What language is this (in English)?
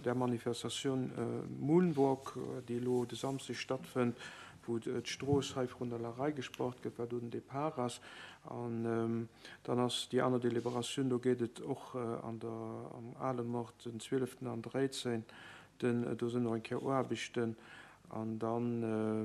Luxembourgish